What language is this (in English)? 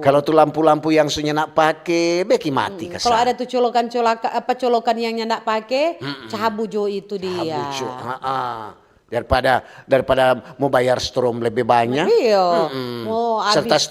Manado Malay